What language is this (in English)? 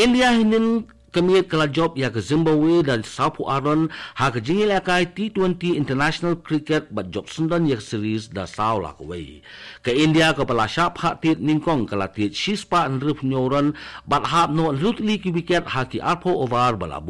Khasi